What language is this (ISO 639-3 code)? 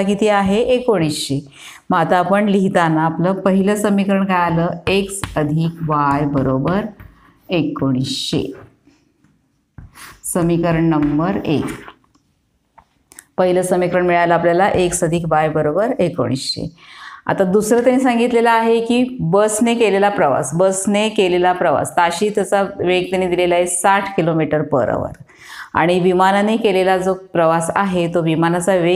mar